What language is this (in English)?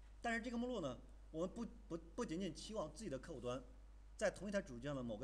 Chinese